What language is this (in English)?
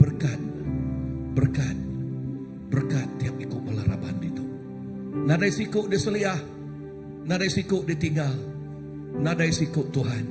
Iban